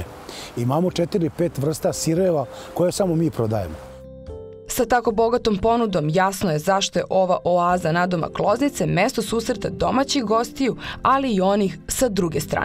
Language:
Serbian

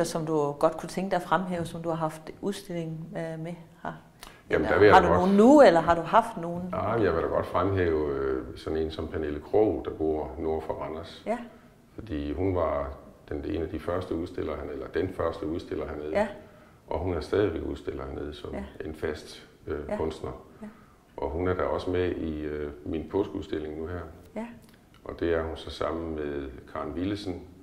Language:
Danish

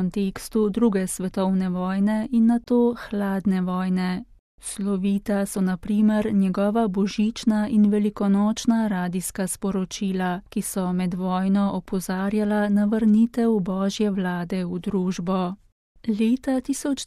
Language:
Slovenian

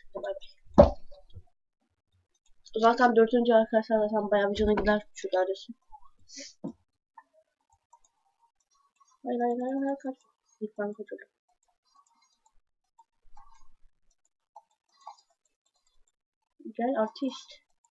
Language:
Turkish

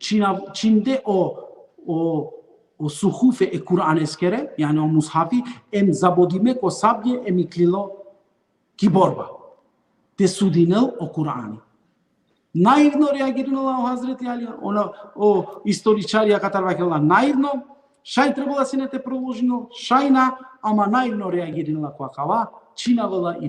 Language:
Balkan Romani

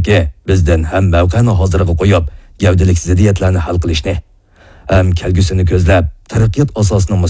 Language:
Uyghur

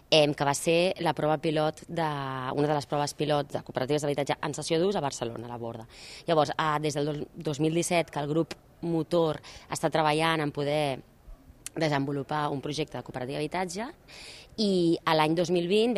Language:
Catalan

